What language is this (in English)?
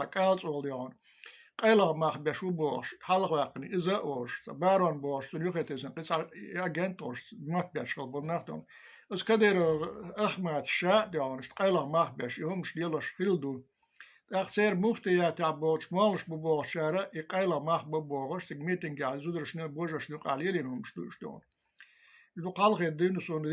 Chechen